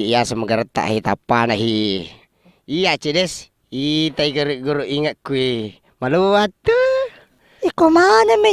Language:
Buginese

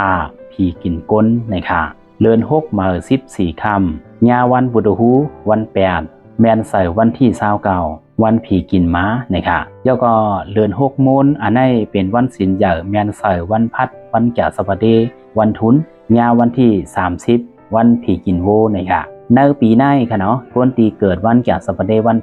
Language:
Shan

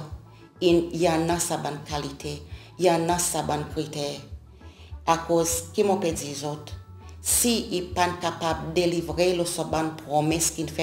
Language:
Seselwa Creole French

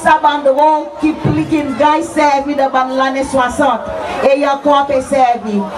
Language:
Seselwa Creole French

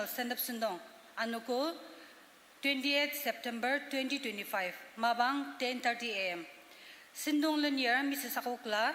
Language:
Ao Naga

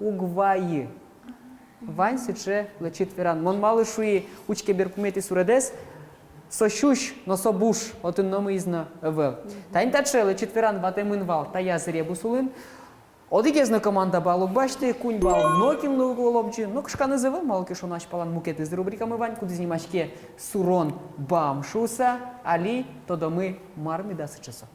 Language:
Udmurt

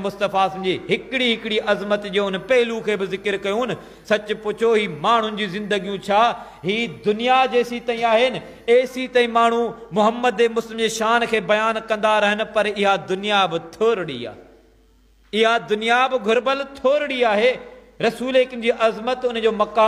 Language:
Sindhi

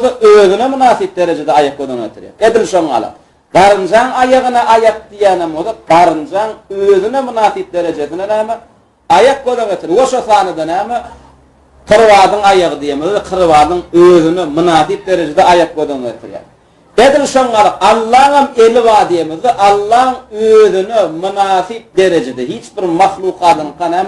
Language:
Turkmen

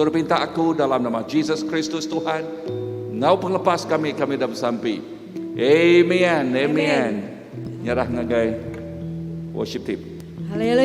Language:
Iban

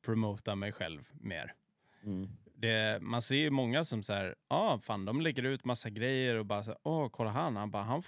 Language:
Swedish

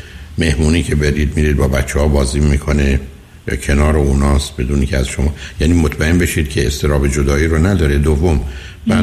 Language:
Persian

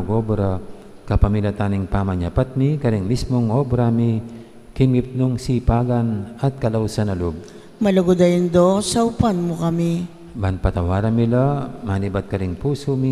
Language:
Pampanga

